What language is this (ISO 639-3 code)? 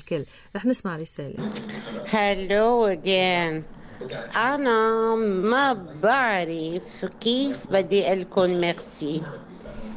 apc